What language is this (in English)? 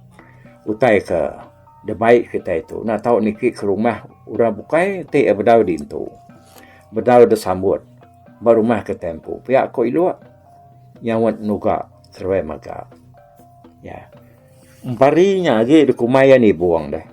Iban